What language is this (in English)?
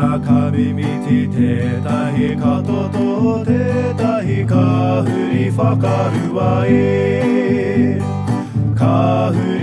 Māori